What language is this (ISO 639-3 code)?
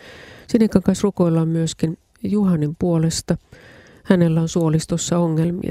fin